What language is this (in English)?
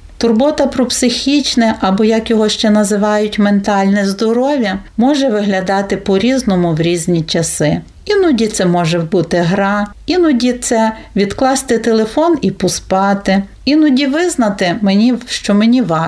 Ukrainian